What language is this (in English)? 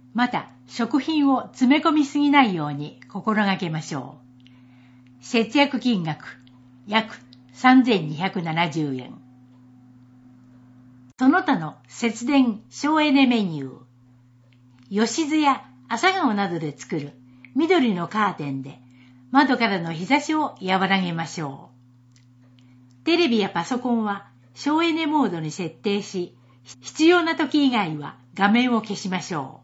Japanese